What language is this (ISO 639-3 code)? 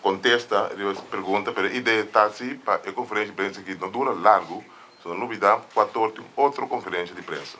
pap